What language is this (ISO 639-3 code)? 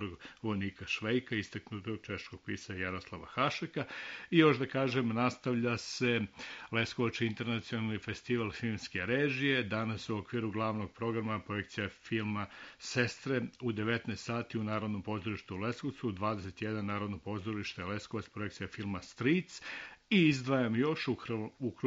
srp